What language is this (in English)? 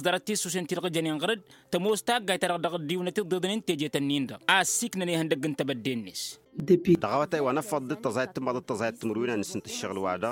Tamasheq